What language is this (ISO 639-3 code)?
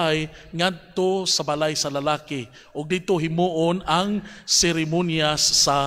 ceb